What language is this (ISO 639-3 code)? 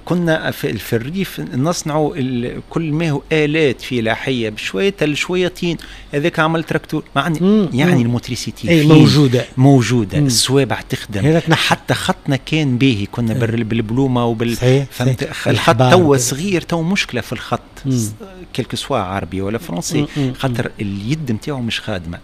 aeb